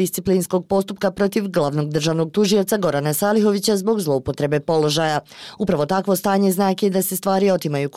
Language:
Bosnian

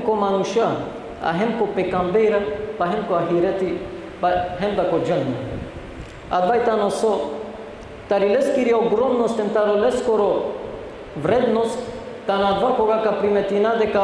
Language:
Balkan Romani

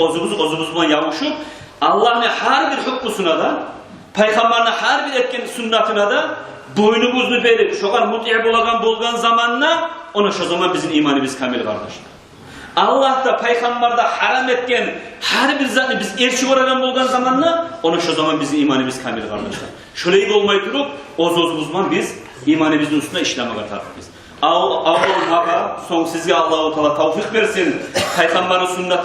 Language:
Kumyk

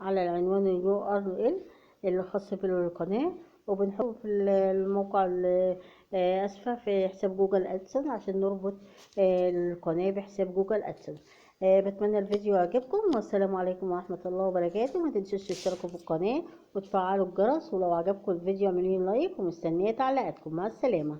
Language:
Egyptian Arabic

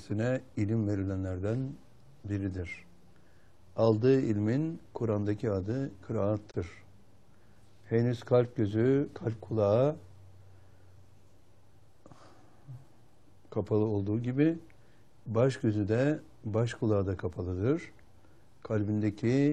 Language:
Turkish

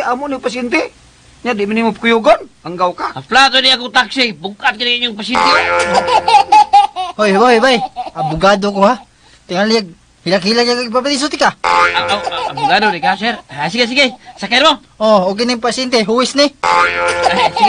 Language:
Cebuano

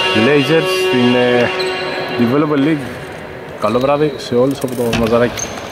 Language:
Greek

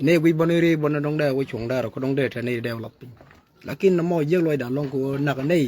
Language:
Nuer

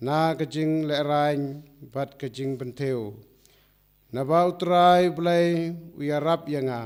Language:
Khasi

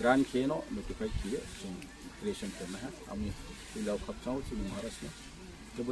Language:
Riang (India)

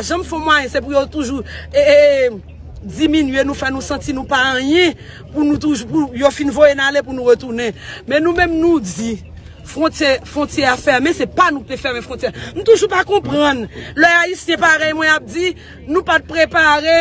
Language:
Haitian Creole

